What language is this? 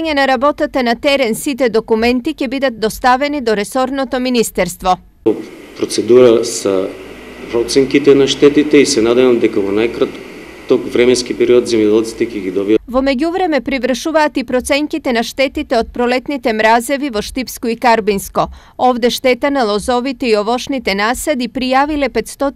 Macedonian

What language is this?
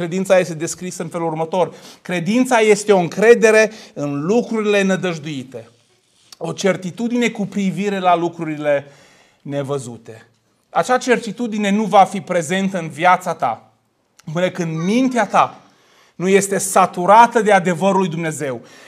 Romanian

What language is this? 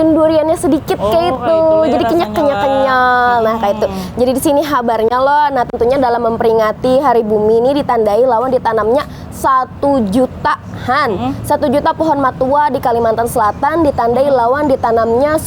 Banjar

